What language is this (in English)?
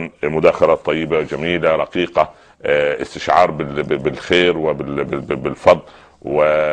Arabic